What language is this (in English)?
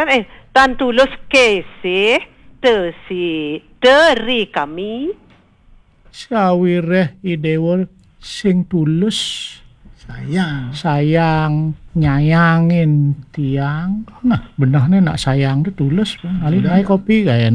Balinese